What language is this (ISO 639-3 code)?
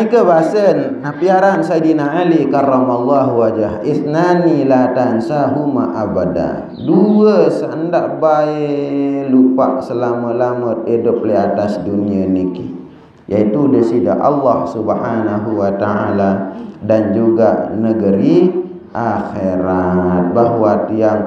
sas